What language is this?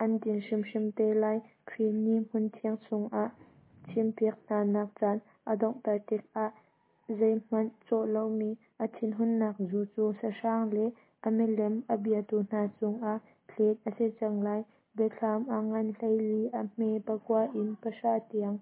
Hakha Chin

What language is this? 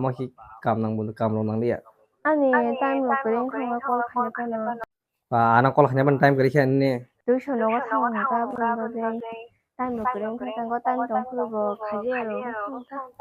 Kok Borok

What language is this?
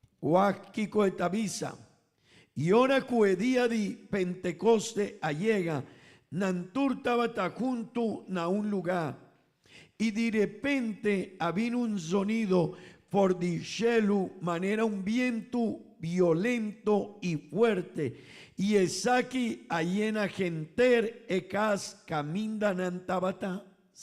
Papiamento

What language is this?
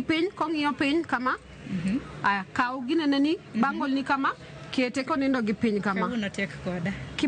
Luo (Kenya and Tanzania)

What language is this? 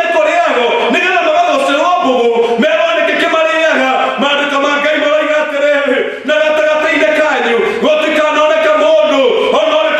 Kikuyu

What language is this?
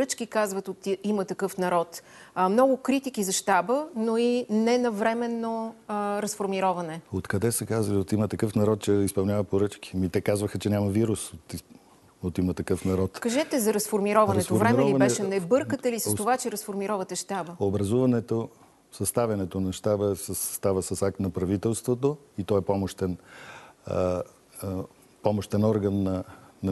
Bulgarian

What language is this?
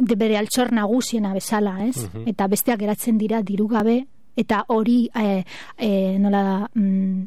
Basque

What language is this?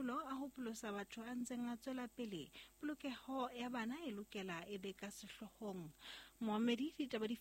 Southern Sotho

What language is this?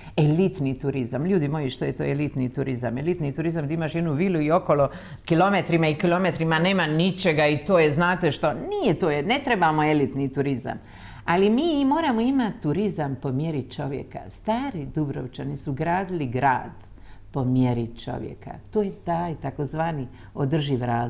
Croatian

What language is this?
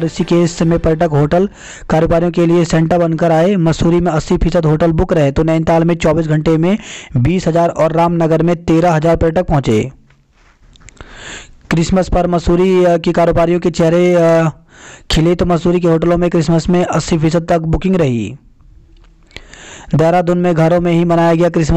Hindi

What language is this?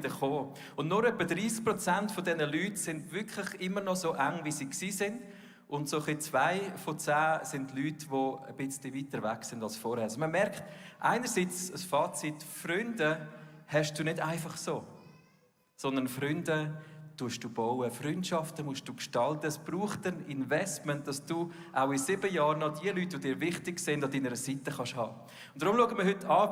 Swiss German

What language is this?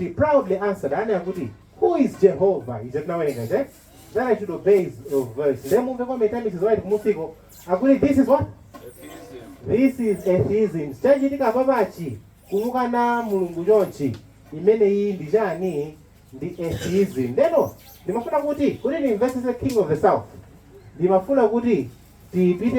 Nyanja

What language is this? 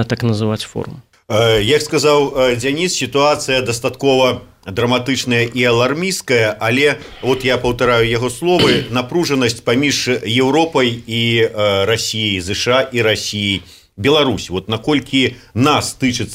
Belarusian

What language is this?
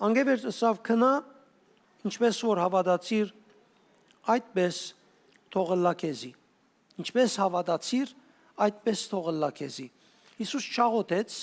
Western Armenian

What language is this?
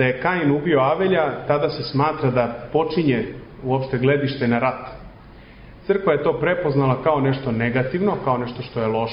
Serbian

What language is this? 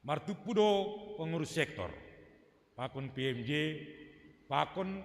Batak Simalungun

